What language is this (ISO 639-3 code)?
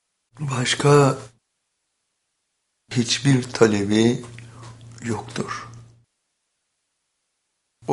tur